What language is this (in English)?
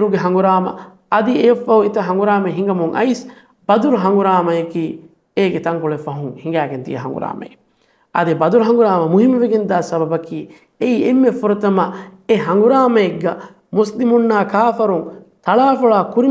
Divehi